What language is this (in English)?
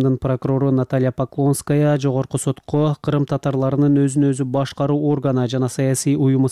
Kyrgyz